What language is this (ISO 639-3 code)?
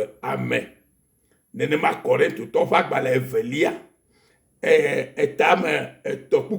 ewe